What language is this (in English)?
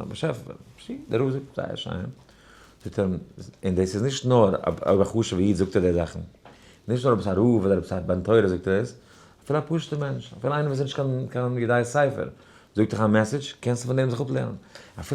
Yiddish